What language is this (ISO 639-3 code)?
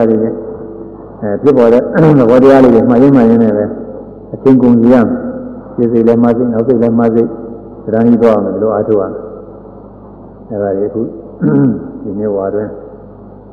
mya